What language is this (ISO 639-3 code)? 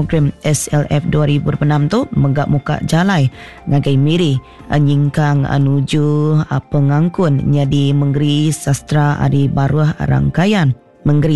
iba